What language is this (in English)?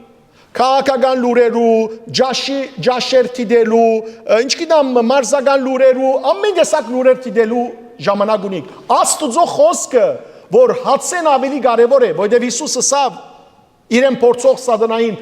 Western Armenian